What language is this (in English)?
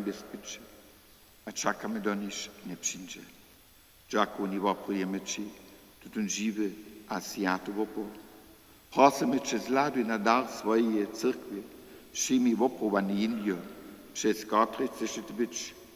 Upper Sorbian